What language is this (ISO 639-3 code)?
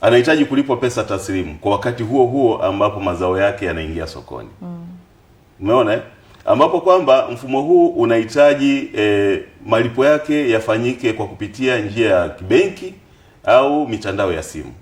swa